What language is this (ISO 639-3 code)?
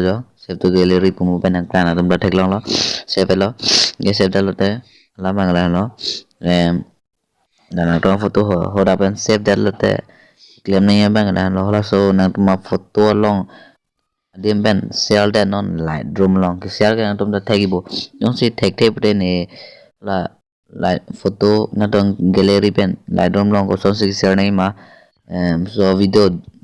mjw